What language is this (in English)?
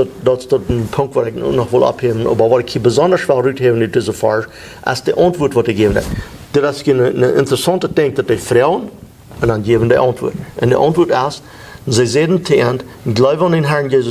Plautdietsch